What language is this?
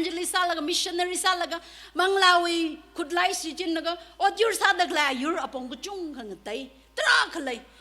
Tangkhul Naga (India)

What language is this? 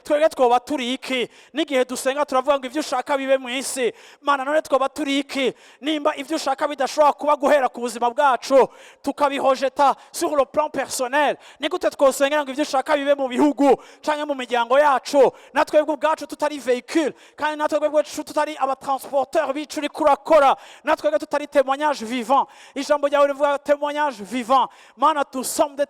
Rundi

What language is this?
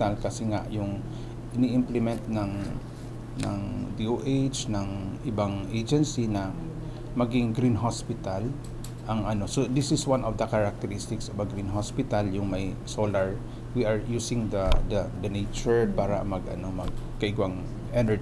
Bikol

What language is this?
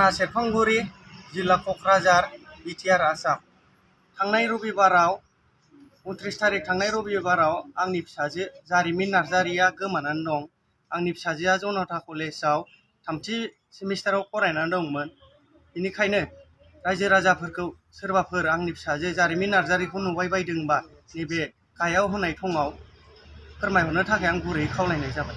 Bodo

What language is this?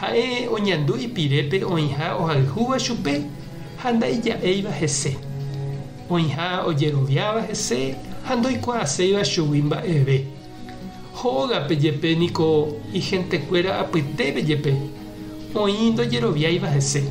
Guarani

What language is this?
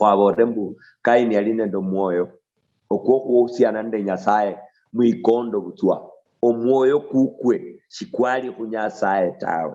Luyia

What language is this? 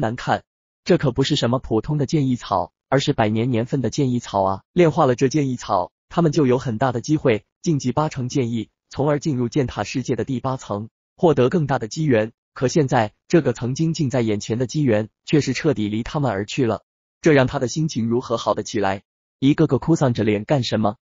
Chinese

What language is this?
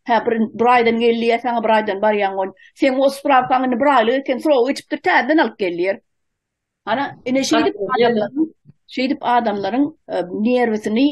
Turkmen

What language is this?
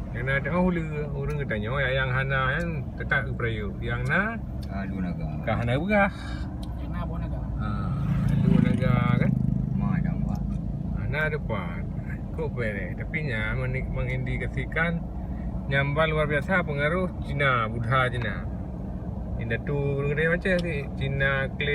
Achinese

